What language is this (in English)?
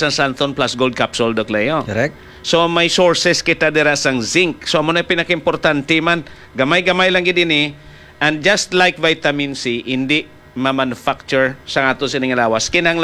Hiligaynon